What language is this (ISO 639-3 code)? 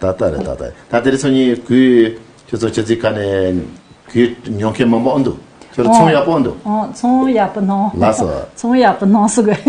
bod